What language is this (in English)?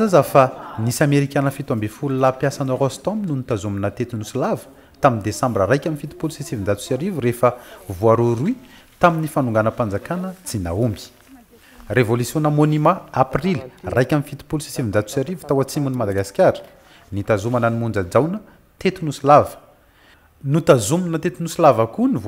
Malagasy